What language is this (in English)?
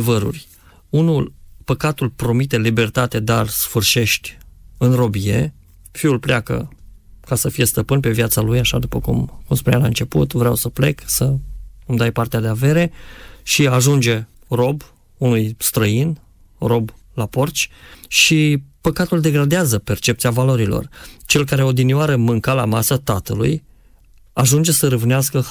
Romanian